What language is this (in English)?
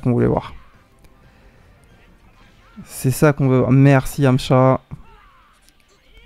French